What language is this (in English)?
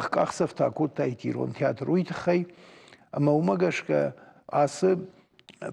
Ossetic